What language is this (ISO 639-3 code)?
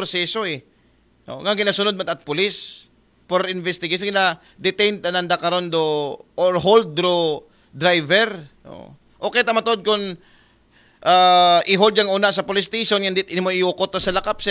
akl